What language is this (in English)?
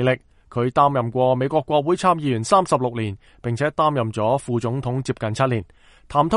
Cantonese